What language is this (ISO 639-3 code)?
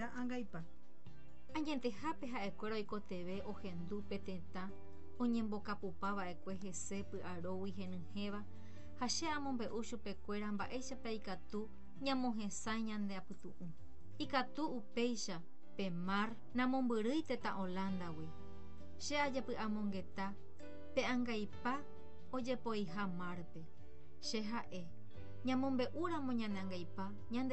grn